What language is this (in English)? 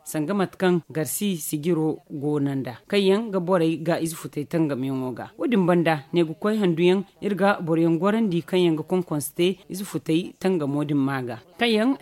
Zarma